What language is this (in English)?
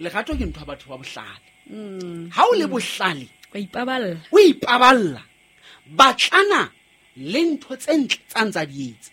Southern Sotho